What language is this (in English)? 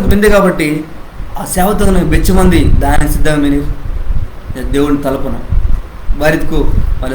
Koya